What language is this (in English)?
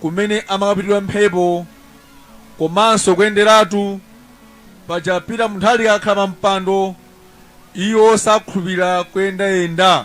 Nyanja